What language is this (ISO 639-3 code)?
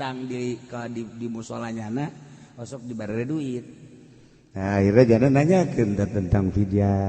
sun